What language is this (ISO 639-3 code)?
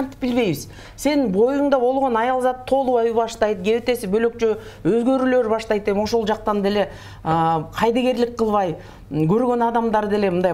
kir